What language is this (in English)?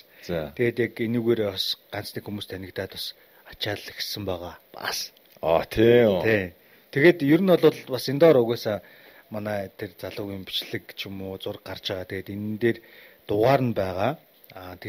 Mongolian